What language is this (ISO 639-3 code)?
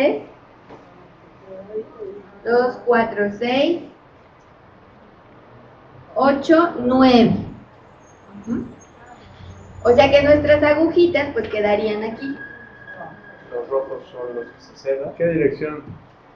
spa